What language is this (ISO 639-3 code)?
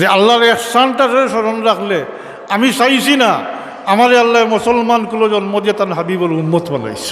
syl